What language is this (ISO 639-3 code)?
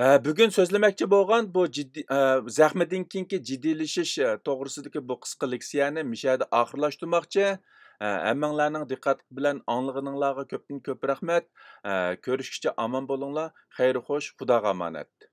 uig